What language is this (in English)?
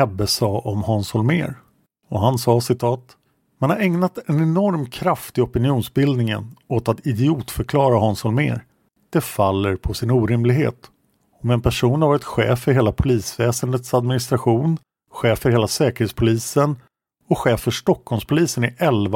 Swedish